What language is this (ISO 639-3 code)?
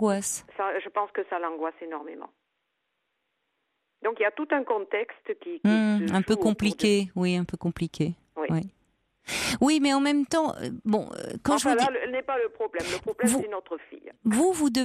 fra